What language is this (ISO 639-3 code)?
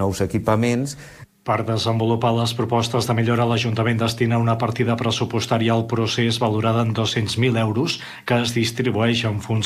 cat